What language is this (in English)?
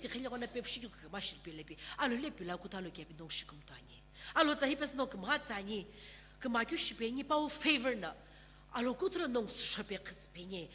Sumi Naga